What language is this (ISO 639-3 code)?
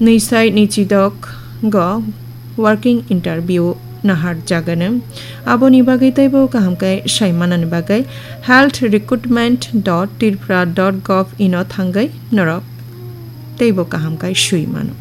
trp